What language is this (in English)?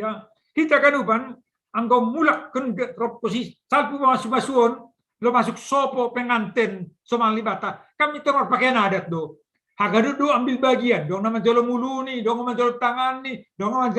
Batak Simalungun